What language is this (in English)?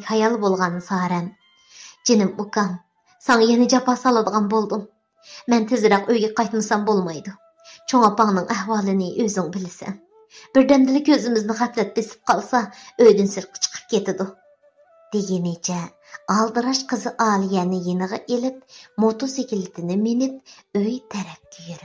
Uyghur